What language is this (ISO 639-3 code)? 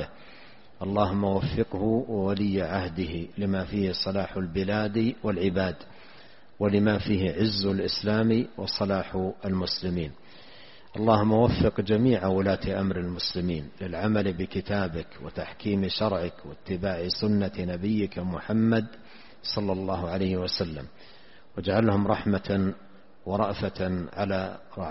ara